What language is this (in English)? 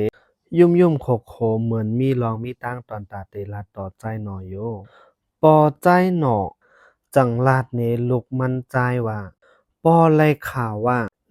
Shan